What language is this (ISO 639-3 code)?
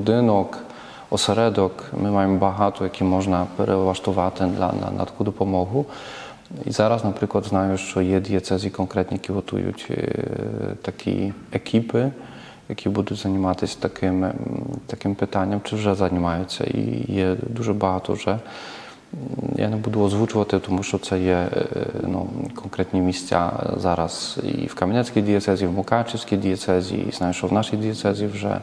ukr